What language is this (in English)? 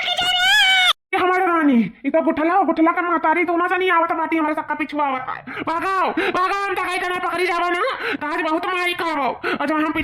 Awadhi